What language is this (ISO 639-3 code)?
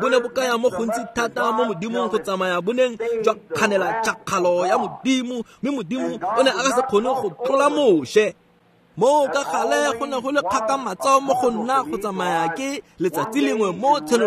tsn